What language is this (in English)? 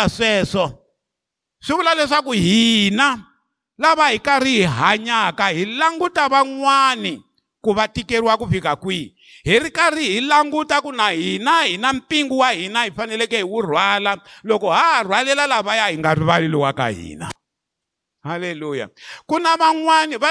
Tsonga